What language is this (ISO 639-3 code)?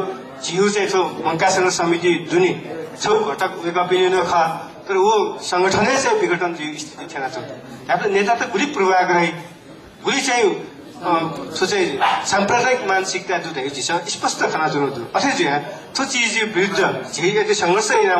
new